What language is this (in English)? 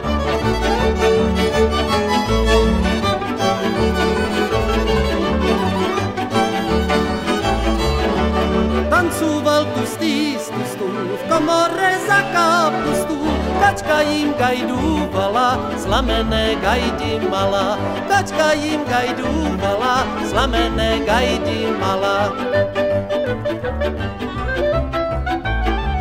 Slovak